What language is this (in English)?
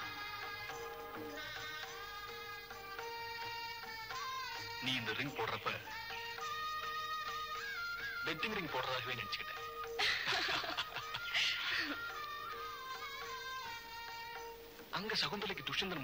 Tamil